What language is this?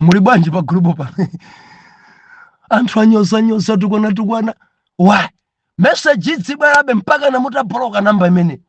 Nyanja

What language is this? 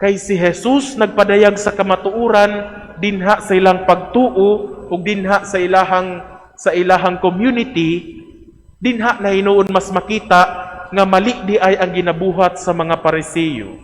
Cebuano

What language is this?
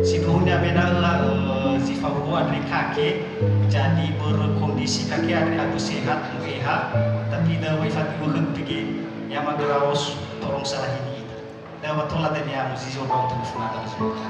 Nias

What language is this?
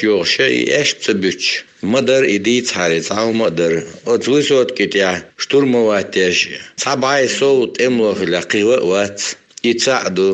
Chechen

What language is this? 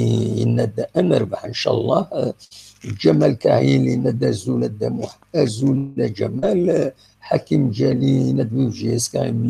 Kabyle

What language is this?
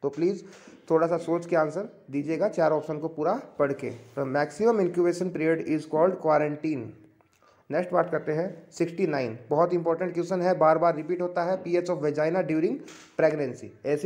Hindi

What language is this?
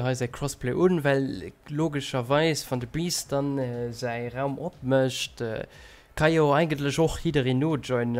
Luxembourgish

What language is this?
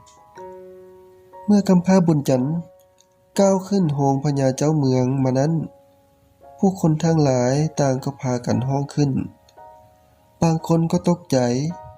Lao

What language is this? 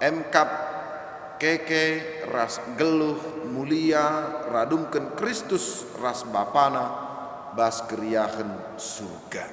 Batak Karo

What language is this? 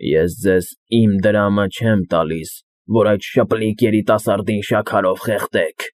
Armenian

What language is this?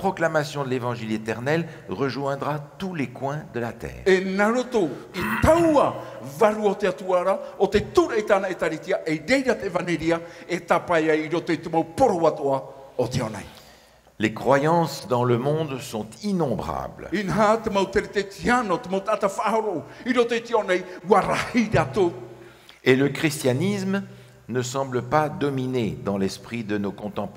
Tahitian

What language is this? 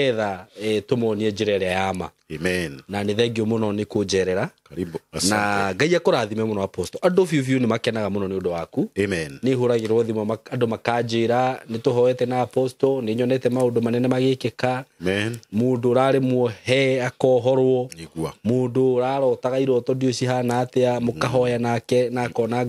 Kikuyu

